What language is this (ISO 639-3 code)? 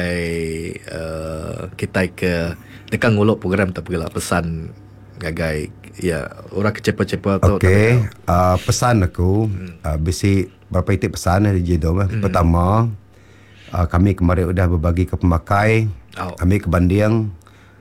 iba